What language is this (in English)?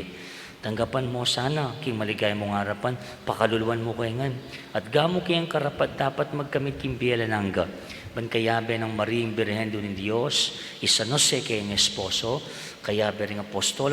Pampanga